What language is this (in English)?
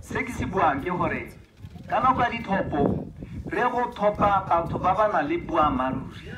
Tswana